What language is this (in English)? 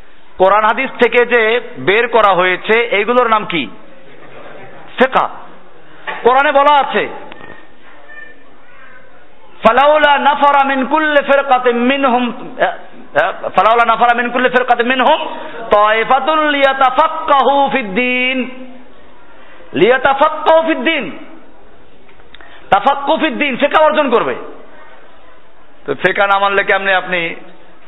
Bangla